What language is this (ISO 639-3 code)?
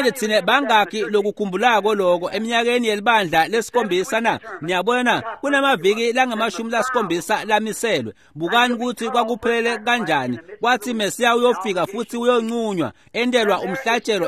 ssw